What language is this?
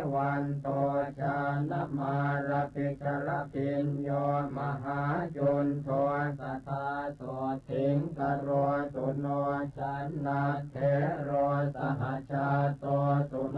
Pali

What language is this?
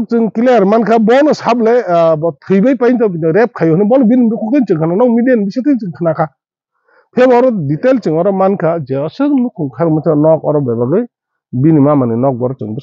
Kok Borok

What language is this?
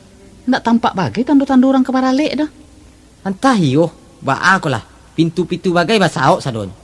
Minangkabau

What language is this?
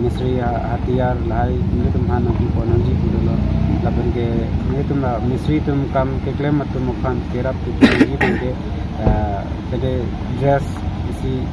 Karbi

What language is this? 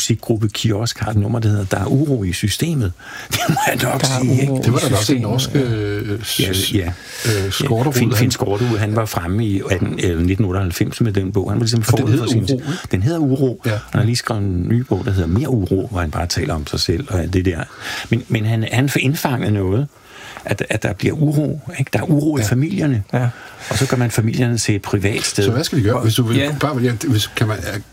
Danish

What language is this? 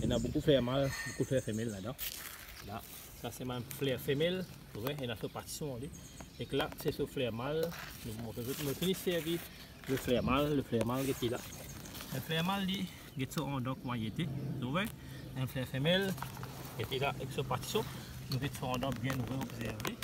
Morisyen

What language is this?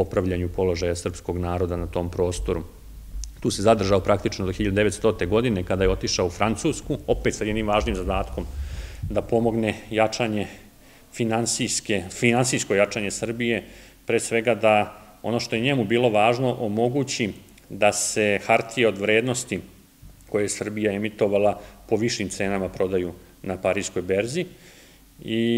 Serbian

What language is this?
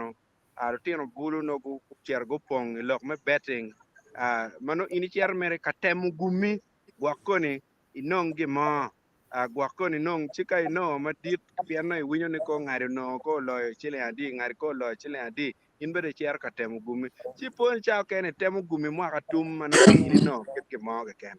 Acoli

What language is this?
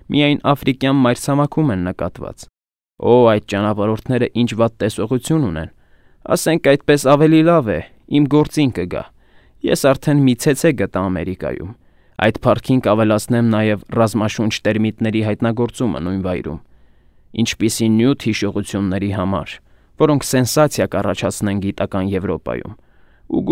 Armenian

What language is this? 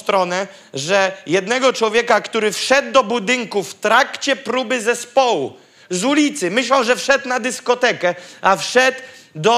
Polish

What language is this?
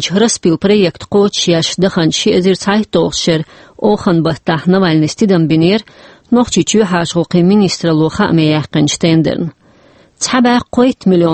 Chechen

